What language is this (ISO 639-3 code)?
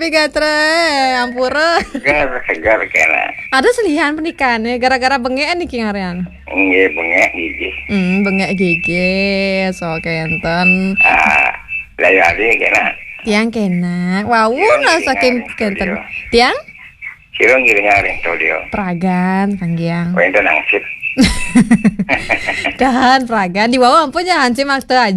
ban